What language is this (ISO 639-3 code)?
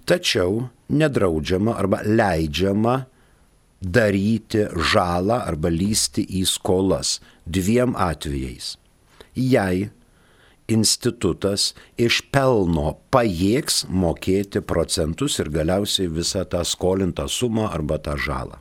lit